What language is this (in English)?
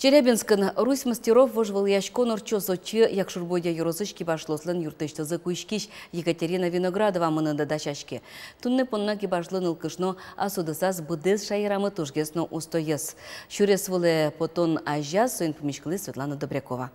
Udmurt